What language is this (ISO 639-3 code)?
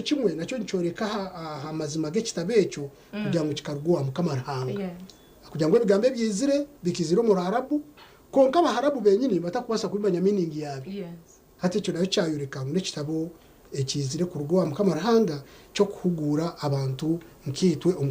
nyn